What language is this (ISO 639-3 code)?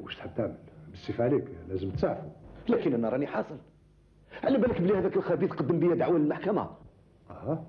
arq